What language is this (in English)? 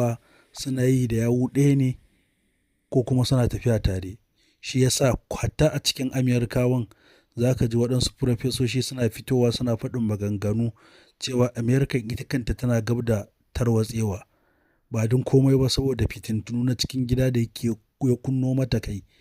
Hausa